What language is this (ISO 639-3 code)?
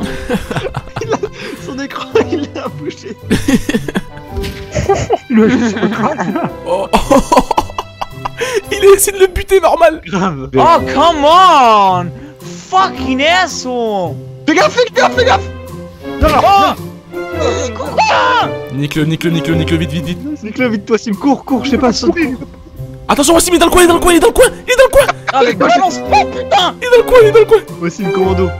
fra